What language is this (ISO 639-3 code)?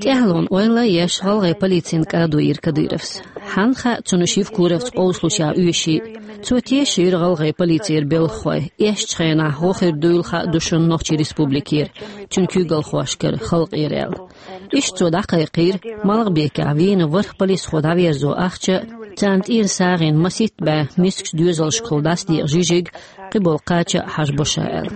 che